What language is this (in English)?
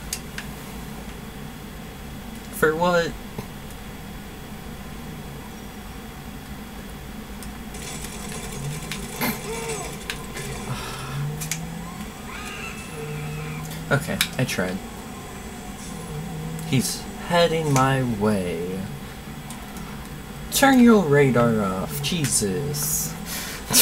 English